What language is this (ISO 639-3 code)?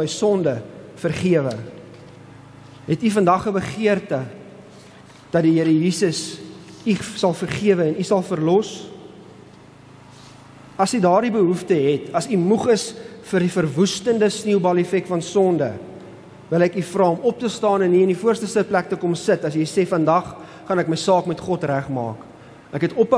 afr